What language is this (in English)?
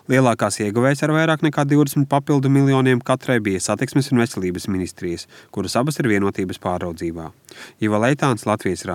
Latvian